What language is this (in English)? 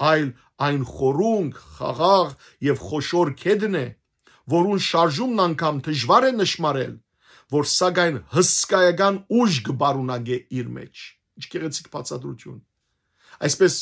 Western Armenian